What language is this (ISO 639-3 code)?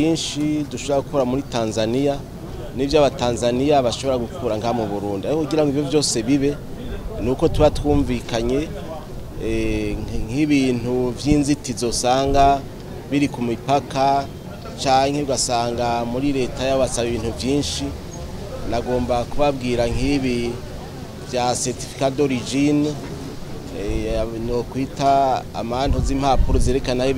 run